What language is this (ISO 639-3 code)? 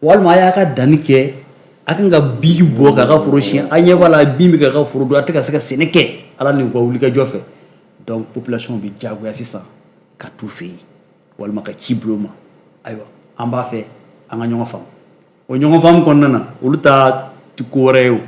bam